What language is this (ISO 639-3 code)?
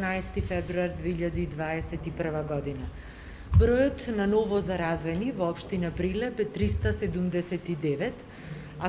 mkd